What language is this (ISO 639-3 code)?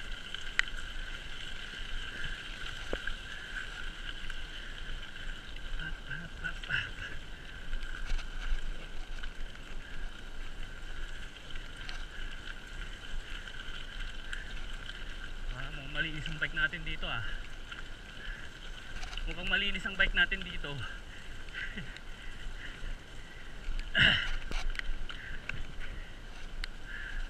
fil